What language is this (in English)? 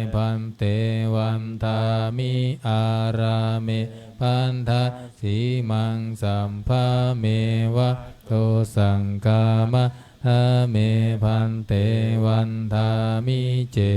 Pali